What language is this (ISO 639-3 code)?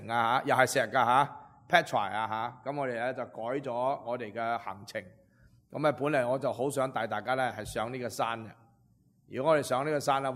yue